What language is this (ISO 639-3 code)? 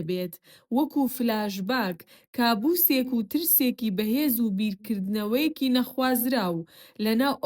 ckb